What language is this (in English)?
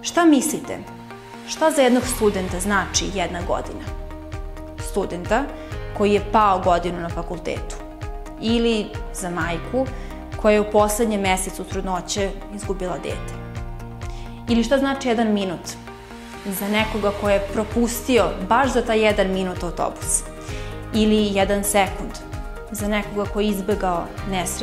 Serbian